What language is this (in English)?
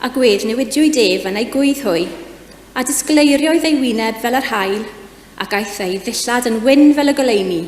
Welsh